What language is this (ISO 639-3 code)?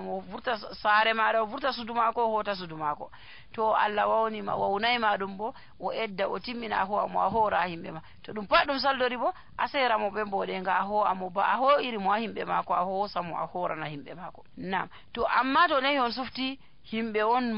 fuv